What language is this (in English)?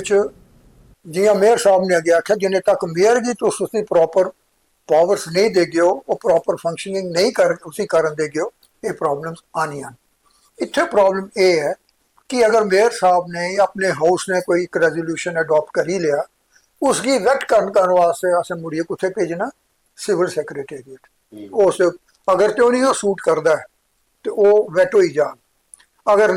Dogri